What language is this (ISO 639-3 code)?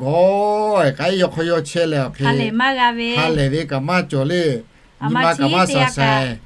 lhu